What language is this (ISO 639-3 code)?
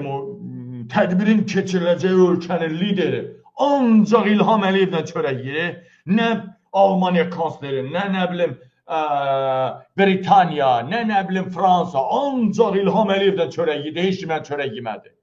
aze